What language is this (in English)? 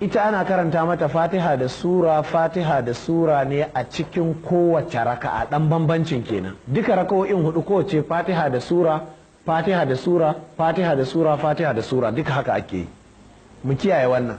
Hausa